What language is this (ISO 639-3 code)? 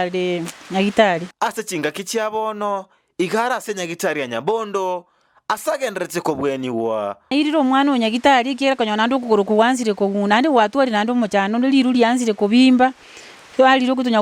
guz